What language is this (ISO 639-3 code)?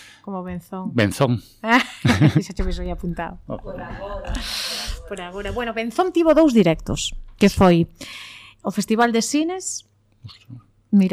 glg